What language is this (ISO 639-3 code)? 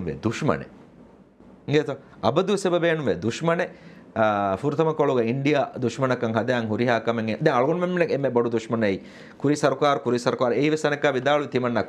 div